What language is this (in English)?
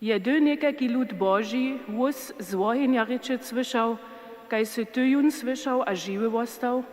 Upper Sorbian